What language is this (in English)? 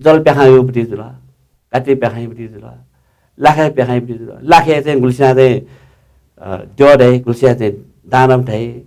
Newari